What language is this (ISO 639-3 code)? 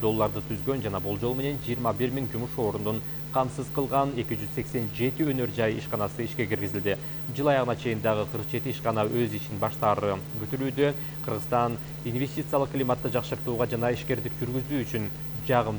kir